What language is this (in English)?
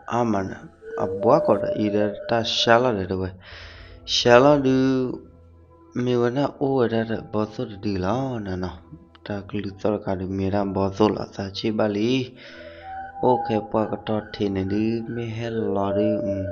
S'gaw Karen